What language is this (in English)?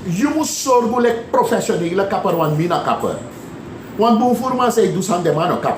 Sranan Tongo